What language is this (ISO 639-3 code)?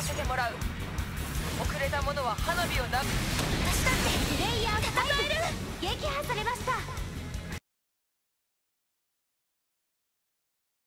jpn